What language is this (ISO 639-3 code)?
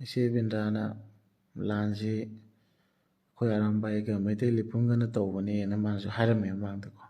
mni